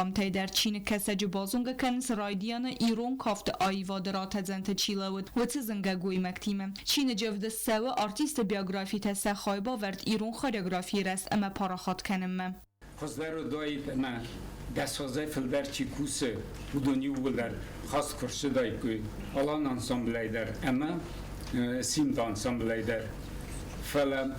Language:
Ossetic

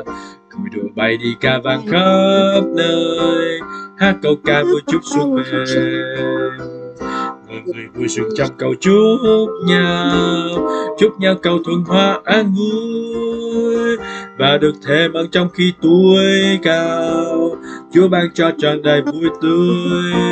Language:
Vietnamese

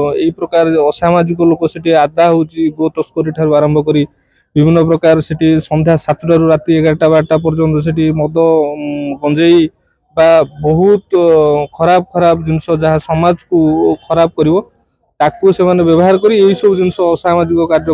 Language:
Odia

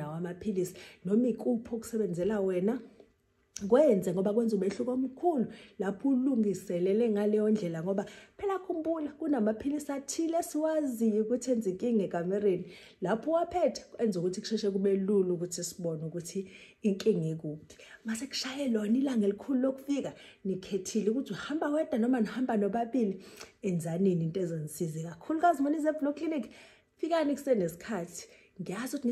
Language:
Zulu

